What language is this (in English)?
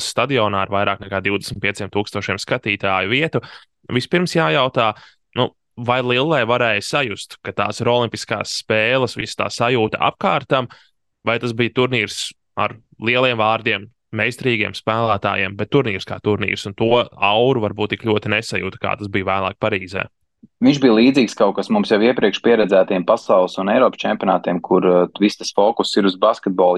Latvian